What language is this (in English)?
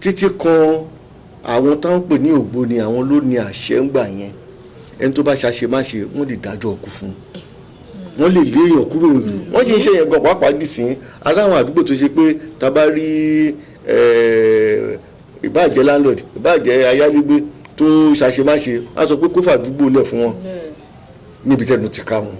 Yoruba